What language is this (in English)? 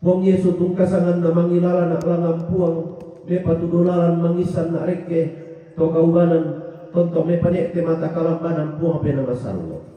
Toraja-Sa'dan